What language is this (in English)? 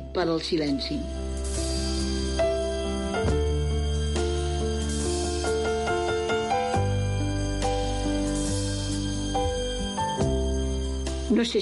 Catalan